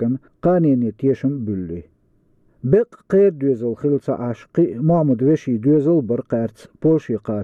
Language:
Chechen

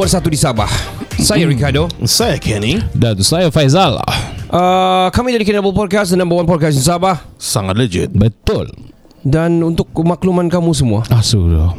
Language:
Malay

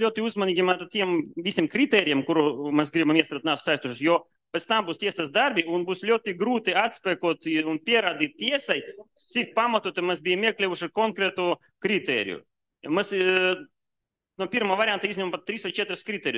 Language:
Latvian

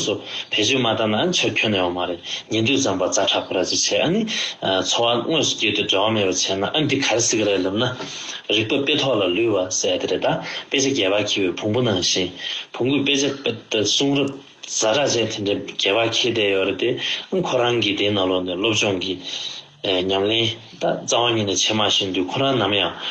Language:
Tibetan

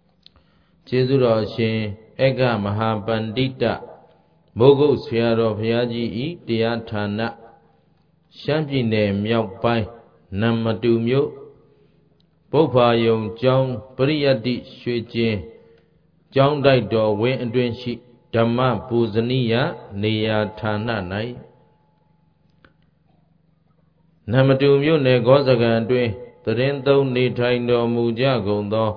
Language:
Burmese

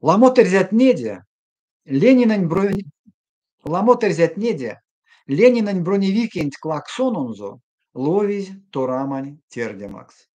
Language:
Erzya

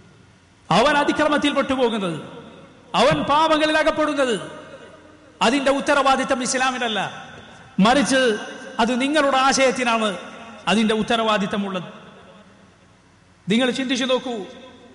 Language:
Malayalam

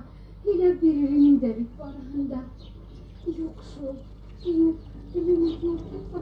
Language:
Bashkir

